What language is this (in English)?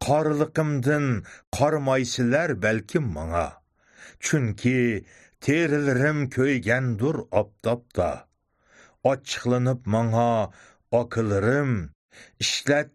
Uyghur